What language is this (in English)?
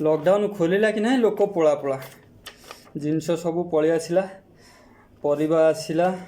Odia